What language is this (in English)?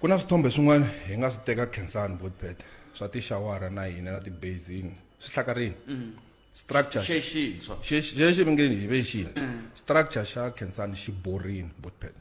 Tsonga